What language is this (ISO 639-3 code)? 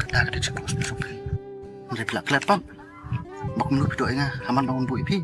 kha